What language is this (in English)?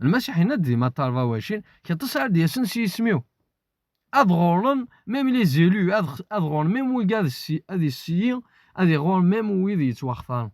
Kabyle